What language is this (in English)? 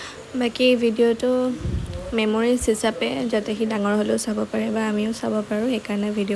Assamese